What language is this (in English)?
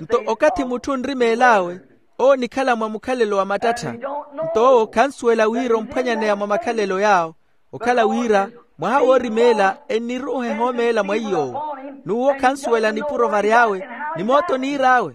Makhuwa